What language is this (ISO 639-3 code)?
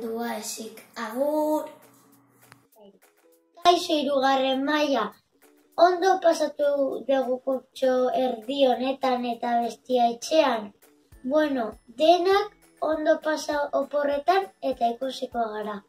eus